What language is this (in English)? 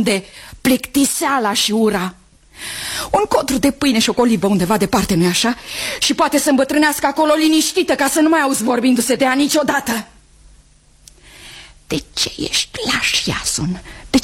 Romanian